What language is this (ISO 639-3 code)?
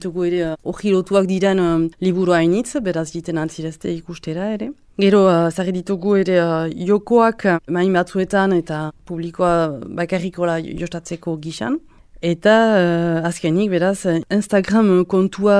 eus